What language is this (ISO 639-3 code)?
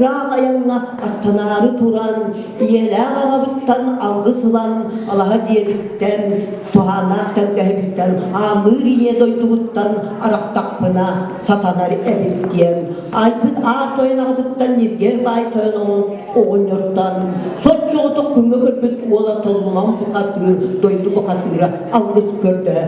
sah